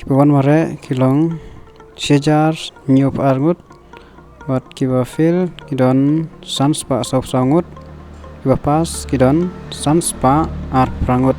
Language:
Khasi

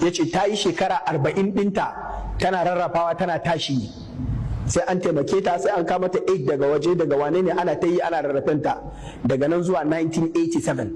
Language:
Hausa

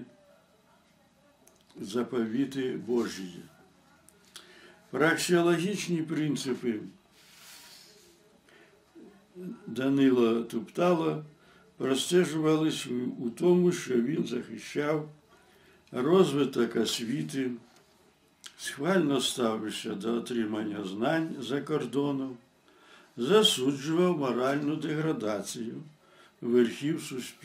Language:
Ukrainian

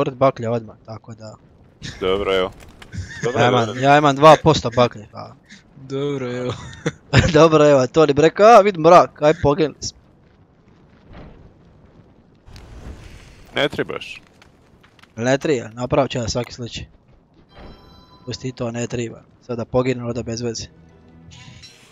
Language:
Croatian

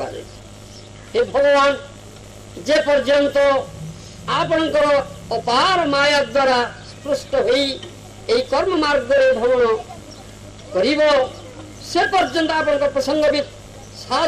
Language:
Odia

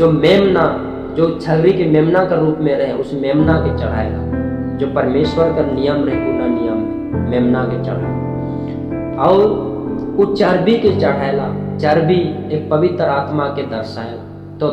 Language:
Sadri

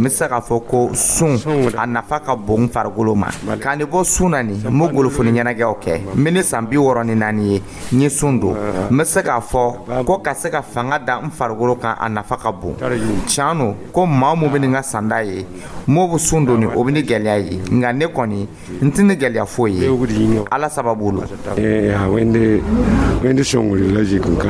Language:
Dyula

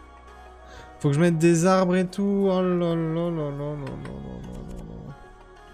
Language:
French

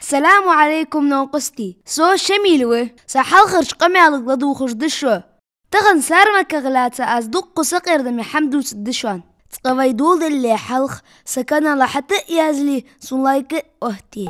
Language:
Ingush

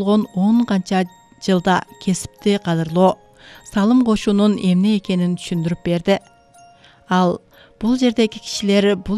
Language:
Kyrgyz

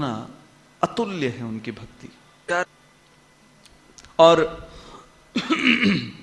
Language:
Hindi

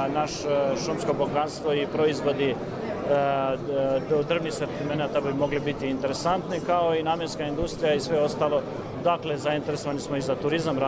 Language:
Bosnian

